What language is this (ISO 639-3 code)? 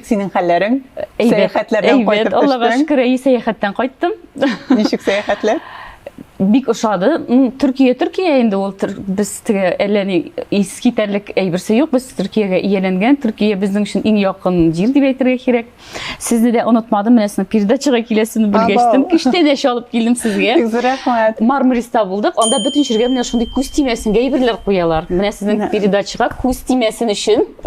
tat